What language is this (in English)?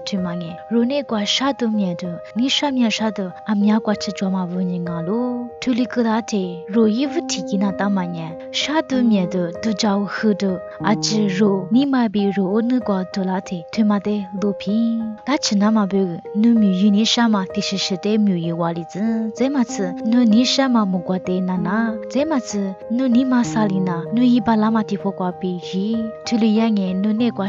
Lisu